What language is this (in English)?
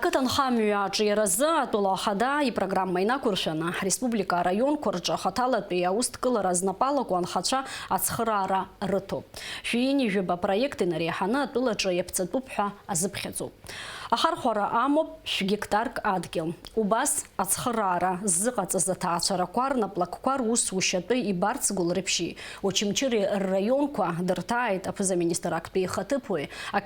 Abkhazian